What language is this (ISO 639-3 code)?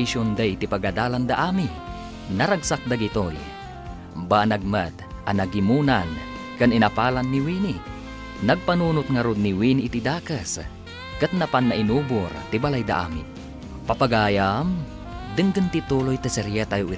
ilo